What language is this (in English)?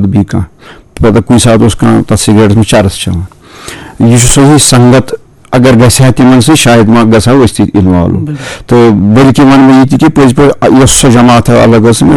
Kashmiri